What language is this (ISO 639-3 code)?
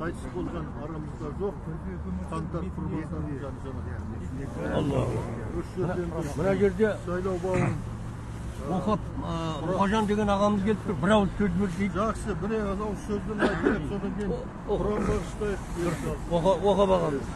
kaz